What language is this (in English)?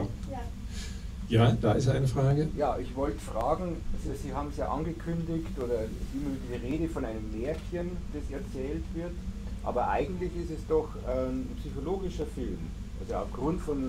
German